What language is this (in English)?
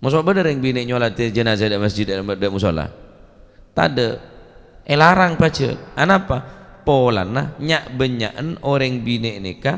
Madurese